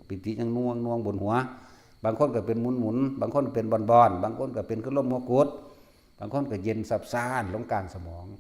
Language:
Northeastern Thai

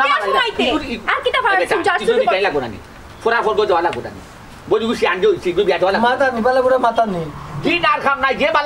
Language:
Sylheti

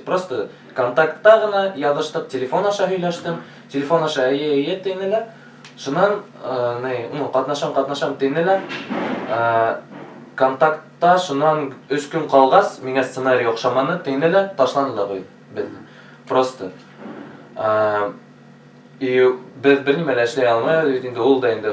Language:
Bashkir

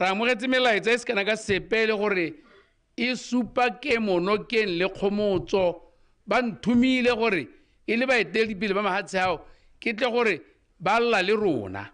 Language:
Tswana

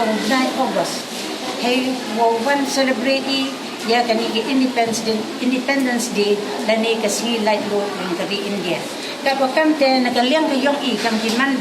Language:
Pnar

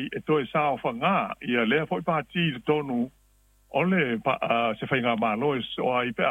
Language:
Samoan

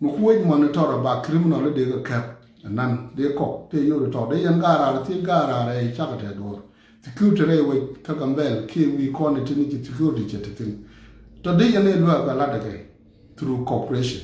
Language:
Nuer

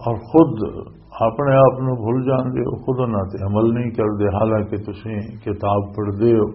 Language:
Western Panjabi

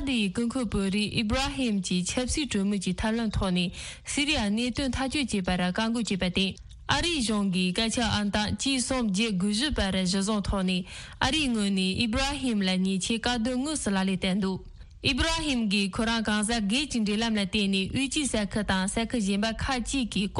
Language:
Tibetan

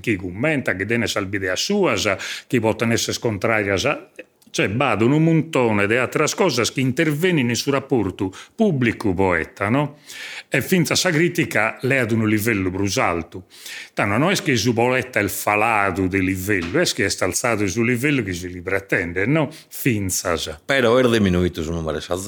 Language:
Sardinian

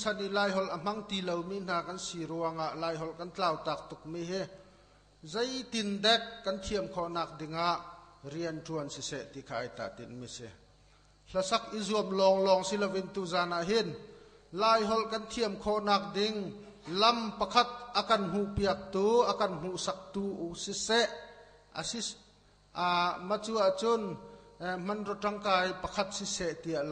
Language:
Hakha Chin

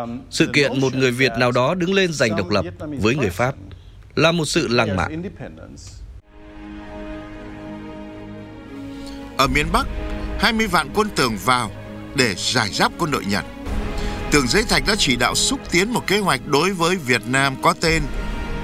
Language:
Vietnamese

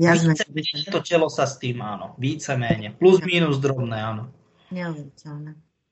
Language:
Slovak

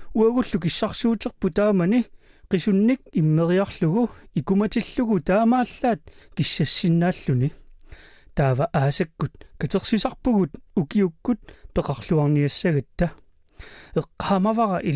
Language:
Kalaallisut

